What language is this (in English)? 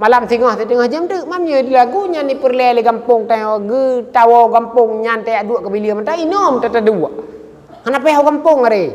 Achinese